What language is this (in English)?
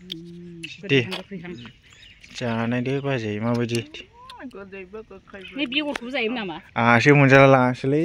Bodo